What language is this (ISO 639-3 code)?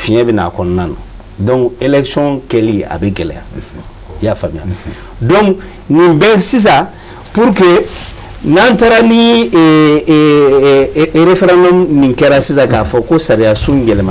bam